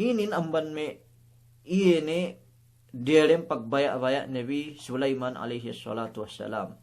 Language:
Yakan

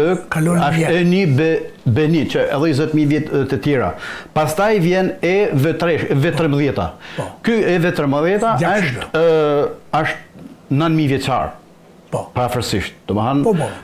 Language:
Albanian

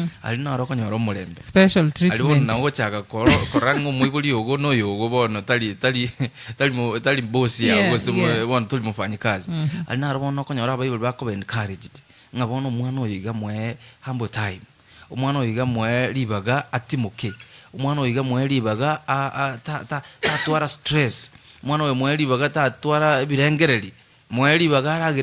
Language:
Gusii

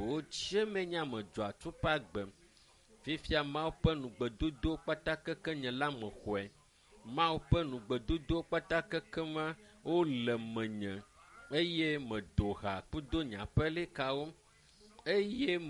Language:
Ewe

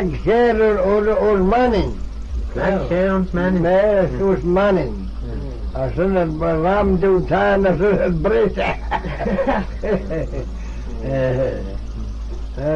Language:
Manx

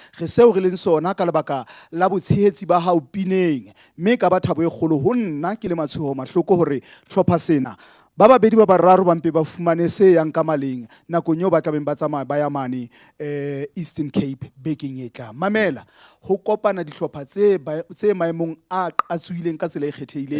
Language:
Southern Sotho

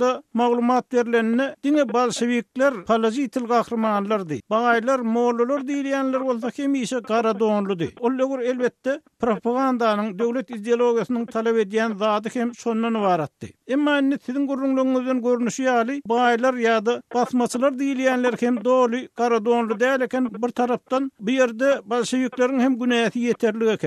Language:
Turkmen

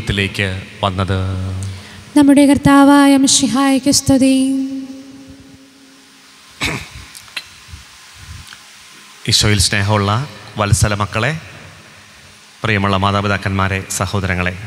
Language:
Malayalam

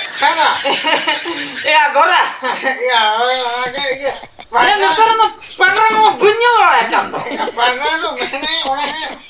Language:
Santali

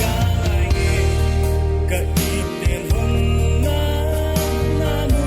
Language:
Paite Chin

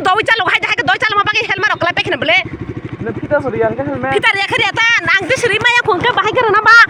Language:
Kok Borok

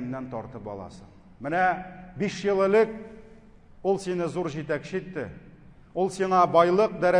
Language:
Tatar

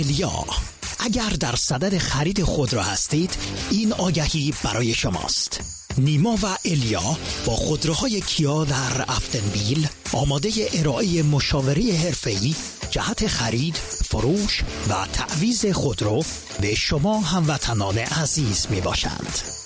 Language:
Persian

